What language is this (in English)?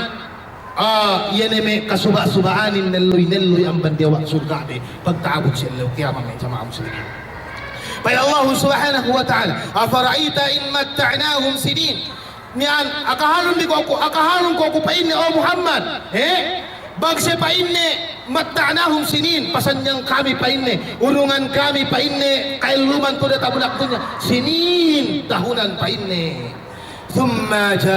Yakan